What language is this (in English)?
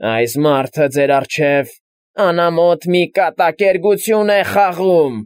Armenian